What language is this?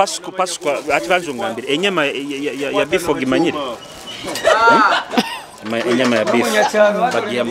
Nyoro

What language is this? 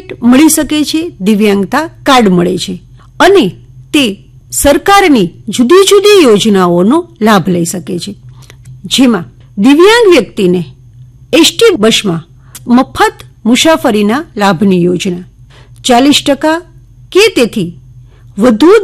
Gujarati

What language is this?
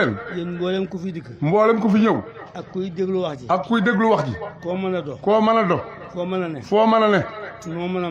Wolof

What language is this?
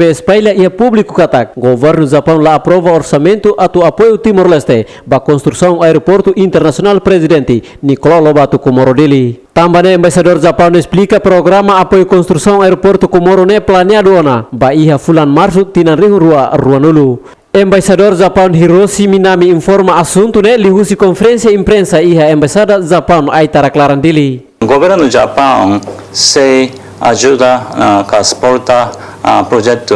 Tetum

